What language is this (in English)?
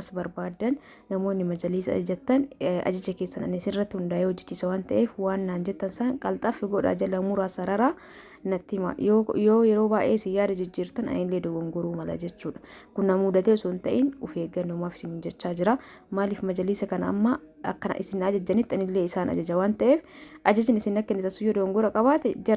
Oromo